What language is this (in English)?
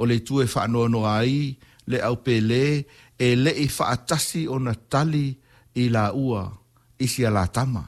Samoan